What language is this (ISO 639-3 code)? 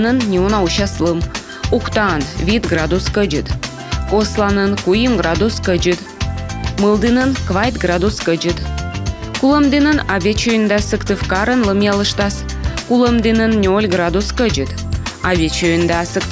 kom